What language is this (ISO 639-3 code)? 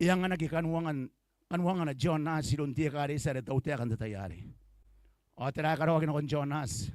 gil